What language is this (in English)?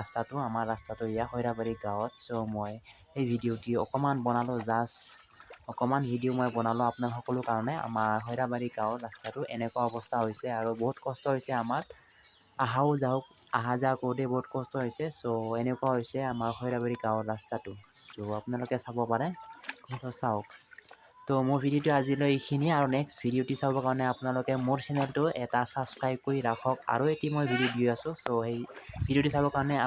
Assamese